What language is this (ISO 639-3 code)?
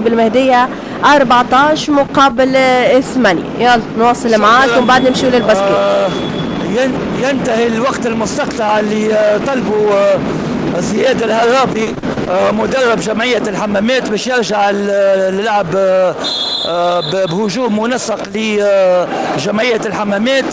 aeb